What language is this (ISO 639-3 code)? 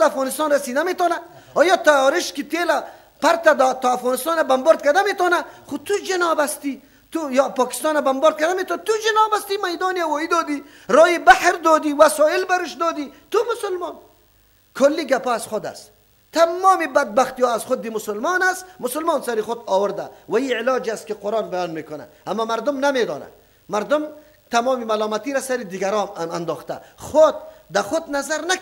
fas